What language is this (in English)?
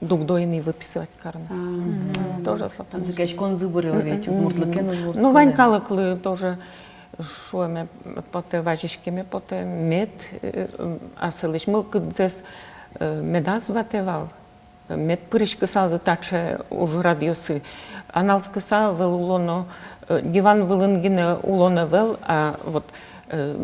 Udmurt